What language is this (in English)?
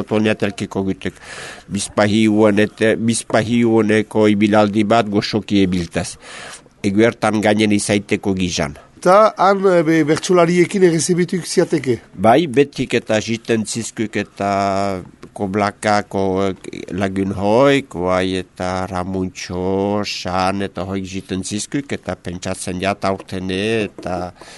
Basque